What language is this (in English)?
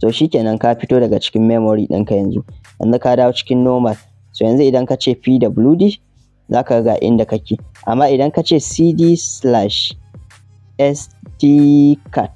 Hausa